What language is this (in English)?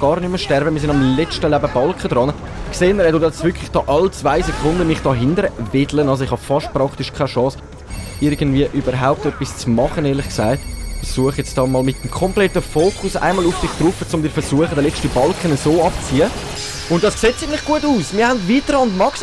Swiss German